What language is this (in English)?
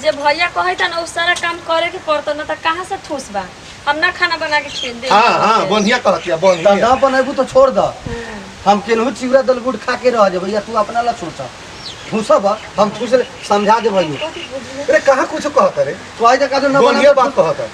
Bhojpuri